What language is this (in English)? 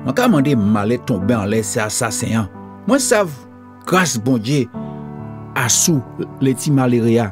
Guadeloupean Creole French